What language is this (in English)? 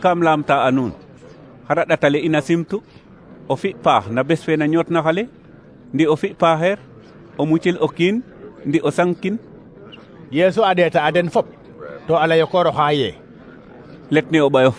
Serer